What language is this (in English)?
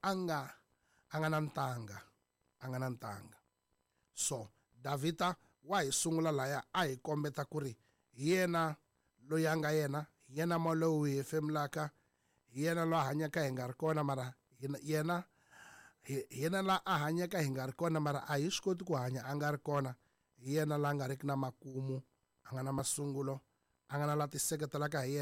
Tsonga